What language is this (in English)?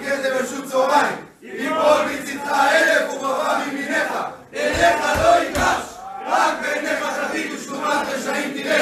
Hebrew